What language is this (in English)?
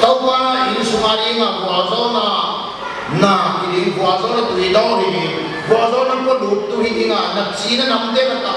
Paite Chin